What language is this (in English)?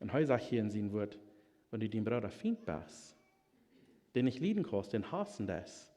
Plautdietsch